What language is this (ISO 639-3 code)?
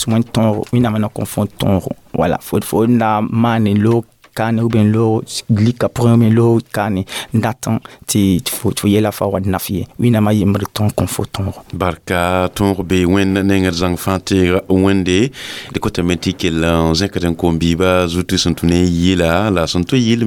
mos